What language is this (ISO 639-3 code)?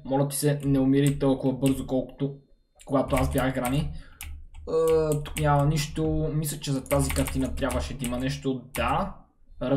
bul